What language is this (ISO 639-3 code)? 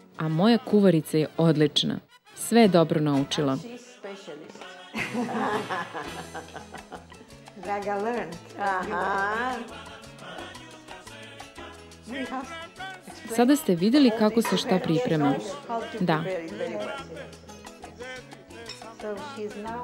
srp